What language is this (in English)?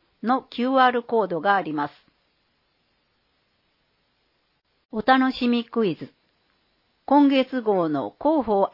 Japanese